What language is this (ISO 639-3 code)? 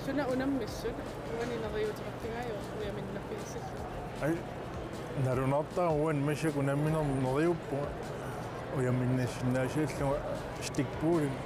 kal